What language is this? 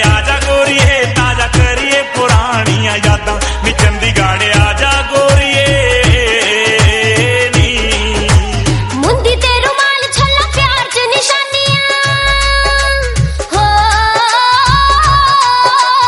Punjabi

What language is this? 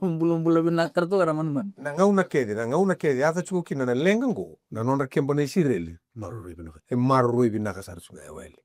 Fijian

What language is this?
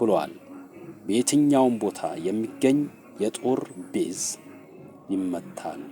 Amharic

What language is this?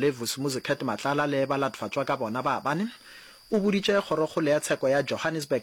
Northern Sotho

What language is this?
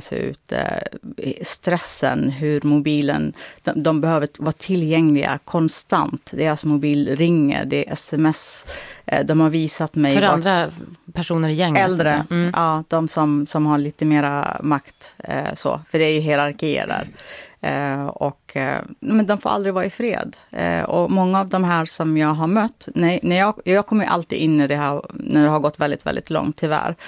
Swedish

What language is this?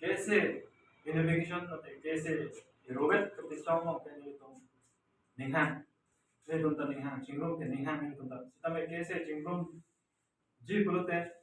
Karbi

